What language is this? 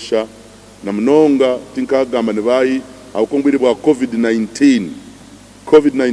Nyankole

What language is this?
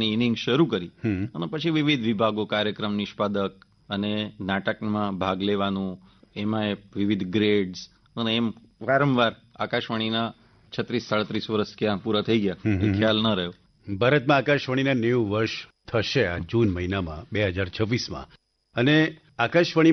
Gujarati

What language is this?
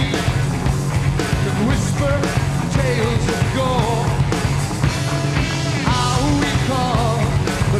English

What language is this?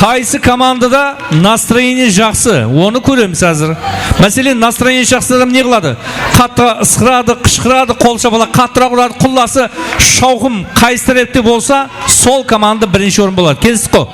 Kara-Kalpak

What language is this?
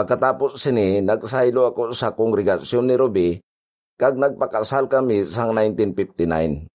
Hiligaynon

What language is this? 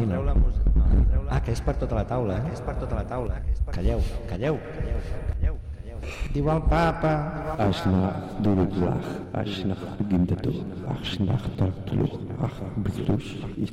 Catalan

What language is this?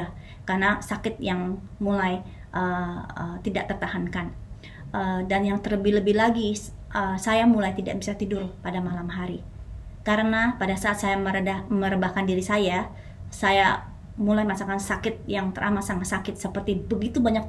Indonesian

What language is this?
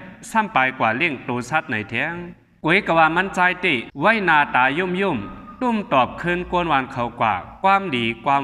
Shan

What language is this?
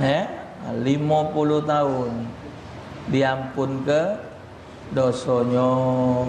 Musi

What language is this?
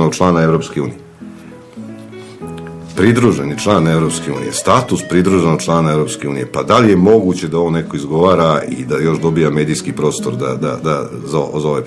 Serbian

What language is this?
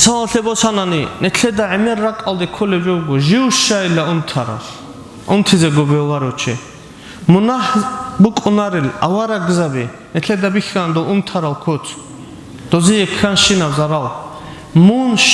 Avaric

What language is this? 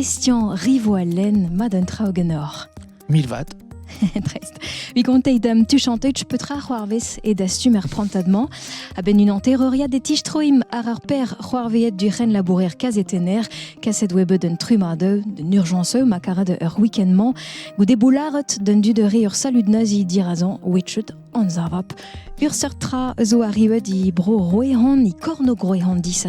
Breton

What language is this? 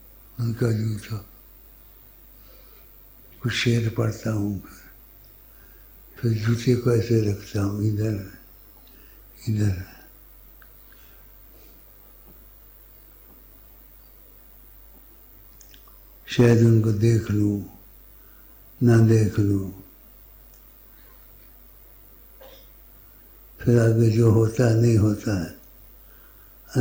Urdu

